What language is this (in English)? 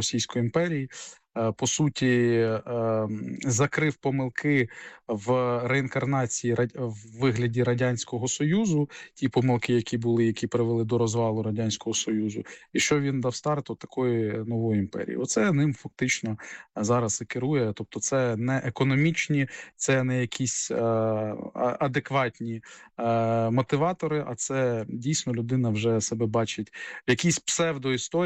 Ukrainian